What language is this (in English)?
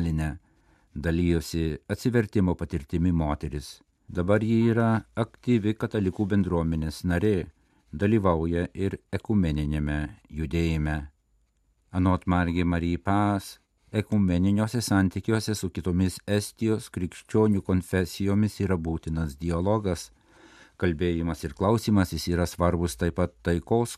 Lithuanian